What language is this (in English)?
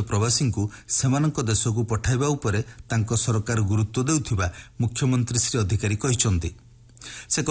Odia